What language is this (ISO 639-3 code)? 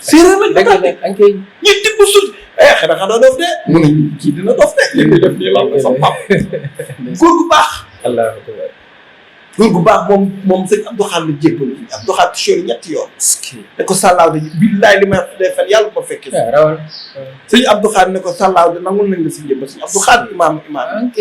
wol